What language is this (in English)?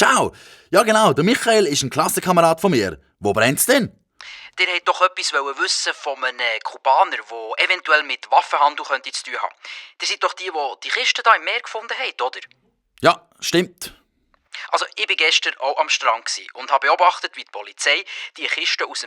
Swiss German